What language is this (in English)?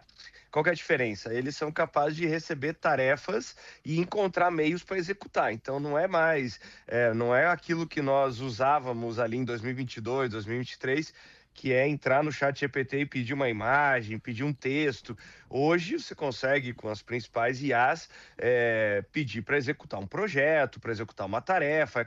Portuguese